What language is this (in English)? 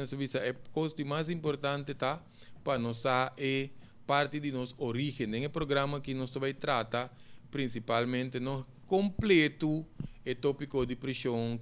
Papiamento